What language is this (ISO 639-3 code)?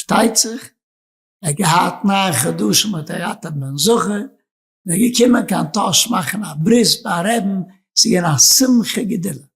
yid